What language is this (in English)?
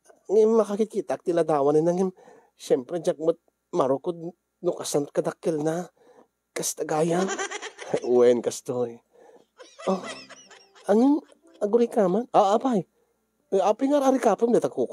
Iloko